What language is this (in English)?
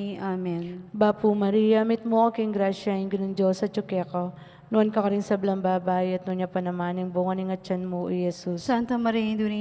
Pampanga